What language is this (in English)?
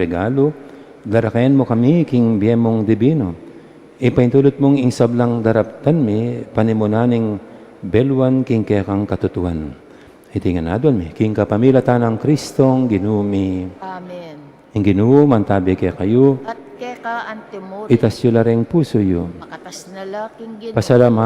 Pampanga